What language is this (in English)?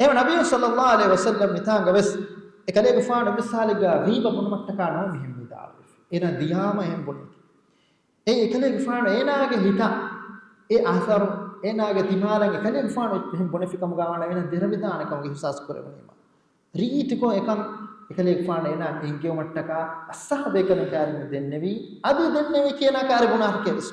Divehi